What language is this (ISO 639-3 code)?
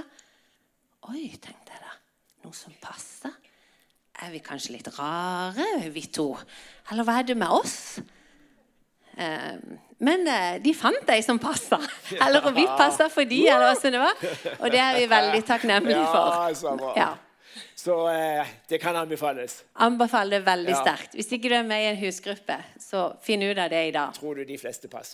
nor